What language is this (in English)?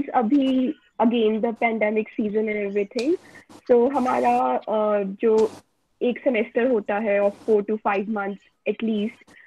Hindi